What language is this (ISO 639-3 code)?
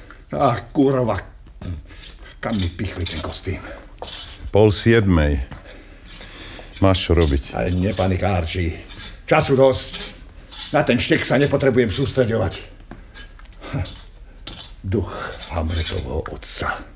slk